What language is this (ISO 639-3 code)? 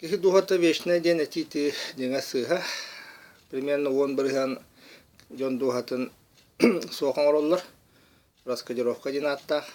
sah